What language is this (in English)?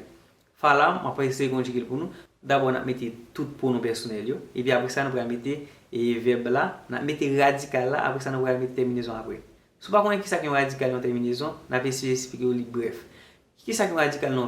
Haitian Creole